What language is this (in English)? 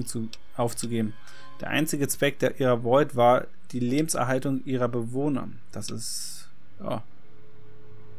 German